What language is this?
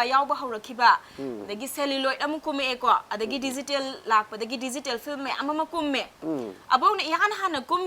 Manipuri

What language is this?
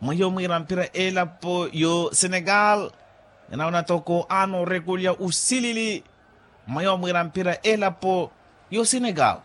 Makhuwa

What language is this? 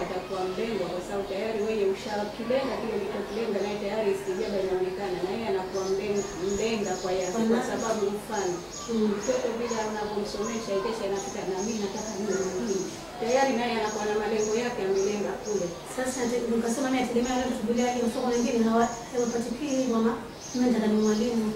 Swahili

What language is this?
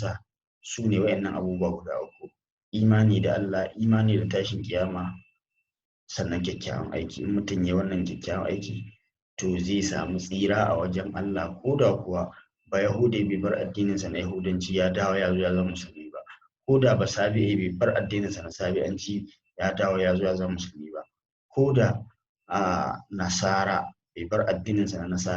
Hausa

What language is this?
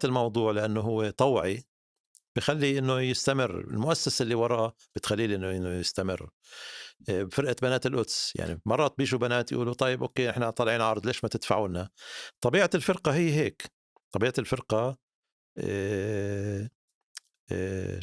North Levantine Arabic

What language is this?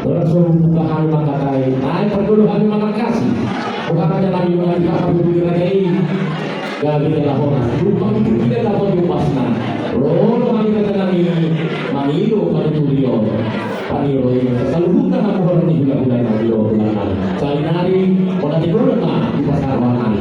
Batak Toba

